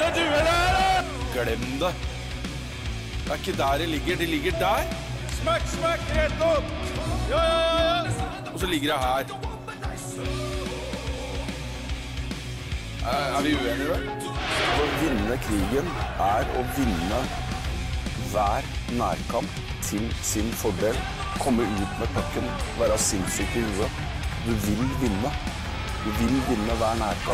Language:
Norwegian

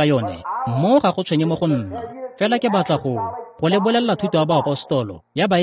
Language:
Tswana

